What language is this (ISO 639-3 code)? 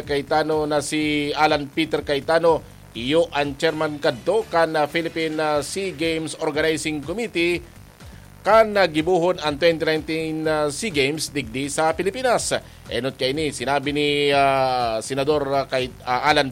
bik